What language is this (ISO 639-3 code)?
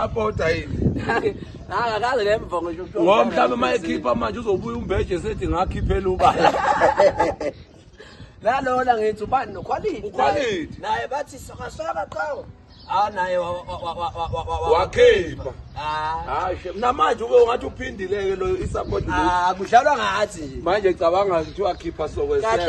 zul